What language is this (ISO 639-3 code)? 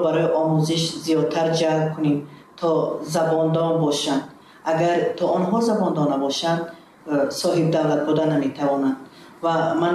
tgk